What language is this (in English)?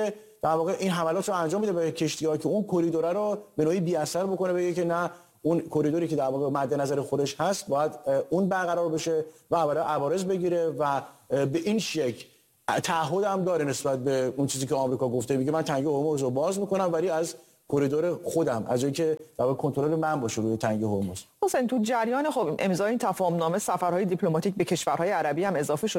Persian